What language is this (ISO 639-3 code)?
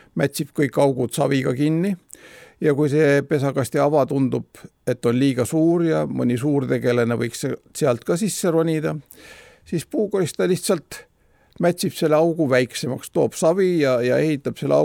est